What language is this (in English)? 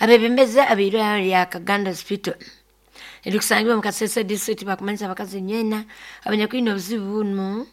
Nyoro